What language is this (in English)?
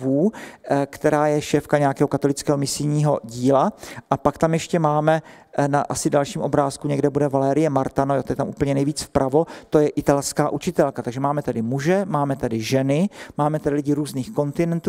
Czech